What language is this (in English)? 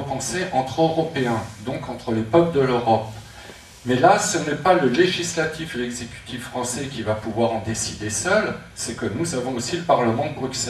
French